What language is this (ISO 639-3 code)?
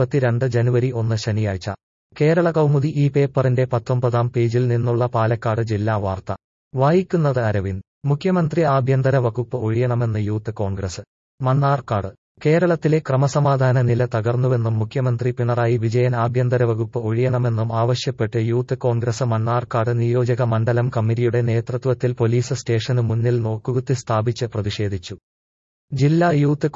mal